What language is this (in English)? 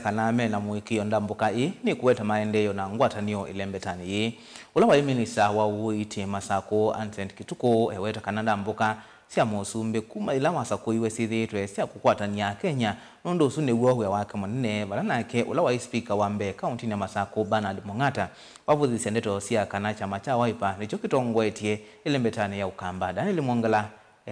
Kamba